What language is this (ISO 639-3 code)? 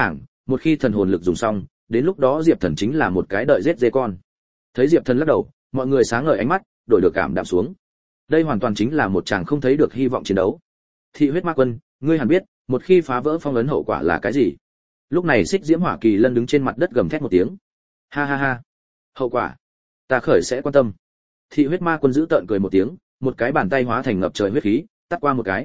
vie